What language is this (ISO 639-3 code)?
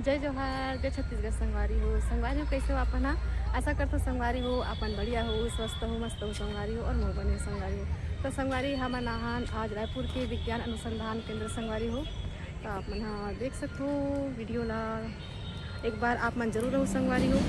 hne